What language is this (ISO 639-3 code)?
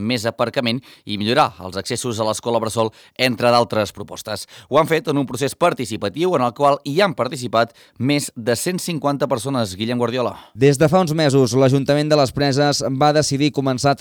cat